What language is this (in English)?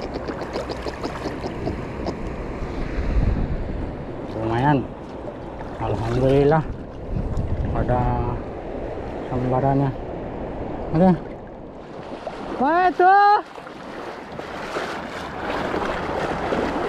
Malay